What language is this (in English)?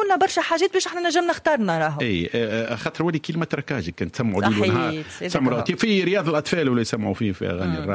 Tunisian Arabic